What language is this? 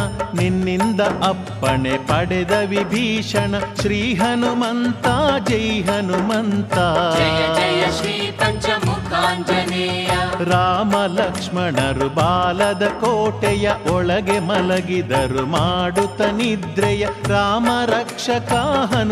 Kannada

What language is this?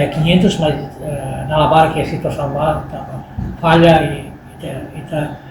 Tetum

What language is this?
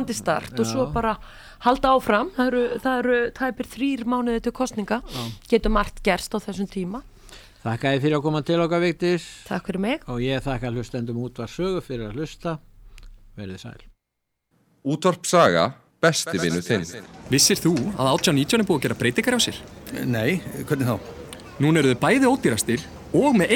Icelandic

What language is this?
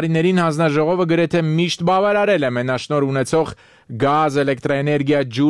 Armenian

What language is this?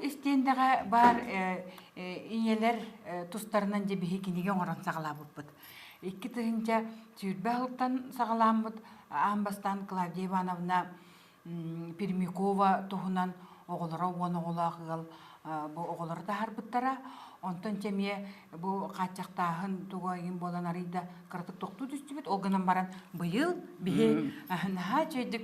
Yakut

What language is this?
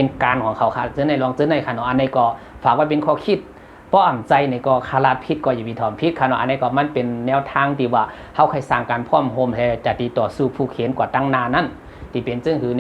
Shan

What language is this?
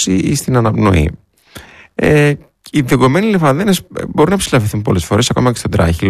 Greek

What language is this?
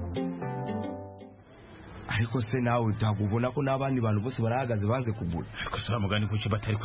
Kinyarwanda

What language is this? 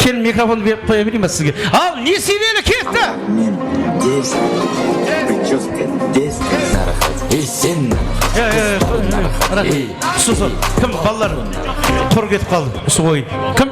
Kara-Kalpak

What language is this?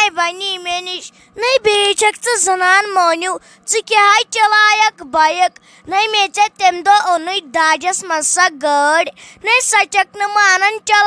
Kashmiri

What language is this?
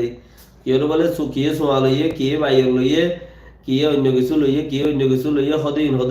Rohingya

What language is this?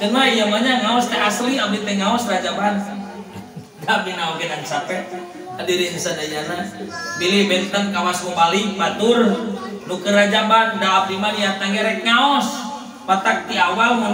Sundanese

